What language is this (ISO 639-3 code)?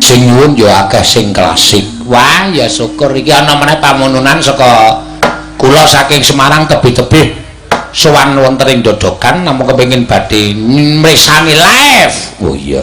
jav